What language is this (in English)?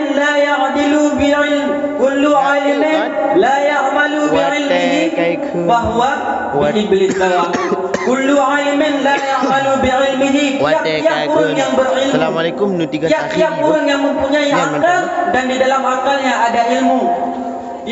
Achinese